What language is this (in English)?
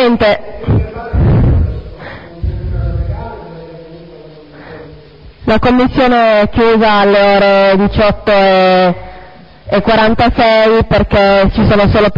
Italian